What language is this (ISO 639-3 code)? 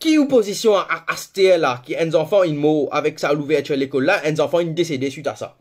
mfe